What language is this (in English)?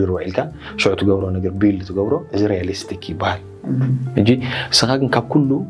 Tigrinya